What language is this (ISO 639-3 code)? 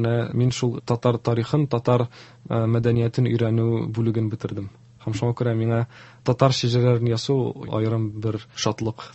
tat